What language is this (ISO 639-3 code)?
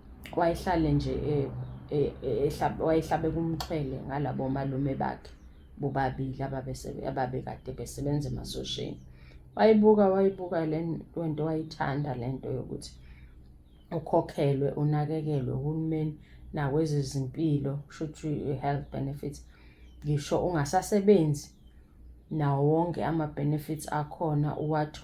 zul